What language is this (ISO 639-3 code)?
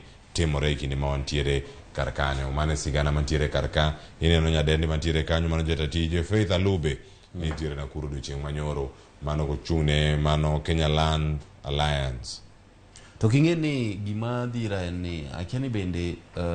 luo